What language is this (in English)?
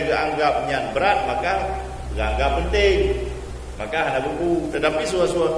Achinese